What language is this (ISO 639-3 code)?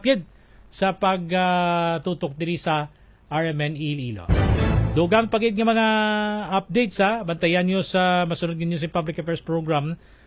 hil